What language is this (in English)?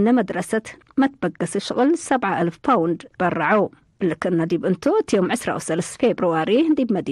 Tigre